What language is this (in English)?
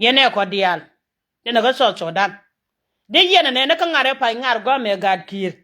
Nuer